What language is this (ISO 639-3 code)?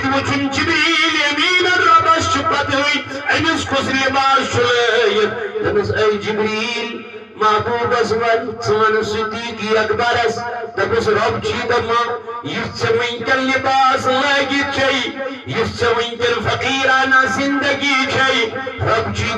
kas